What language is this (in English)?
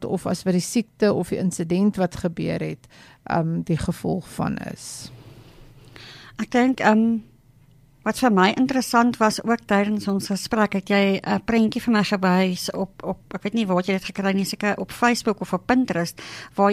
Afrikaans